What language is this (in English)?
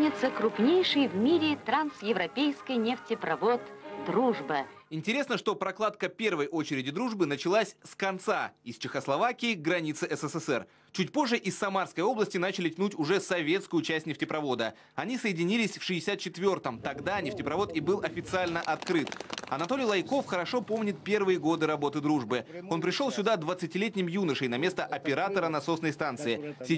Russian